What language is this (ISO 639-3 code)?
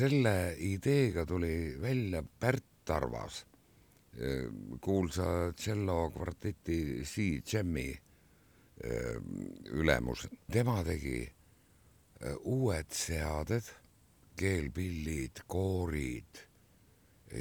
est